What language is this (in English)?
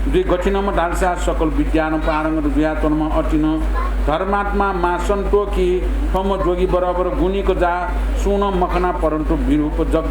Newari